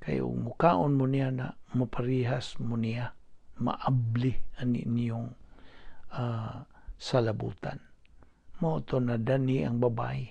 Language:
Cebuano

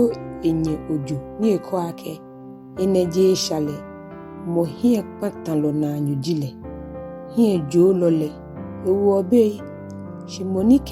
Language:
Ga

